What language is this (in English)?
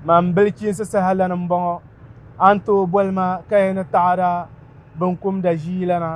Dagbani